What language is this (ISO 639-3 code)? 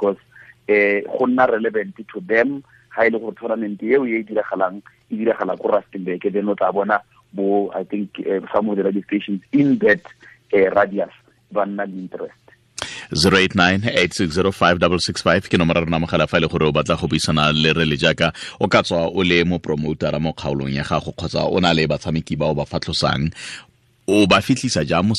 tsn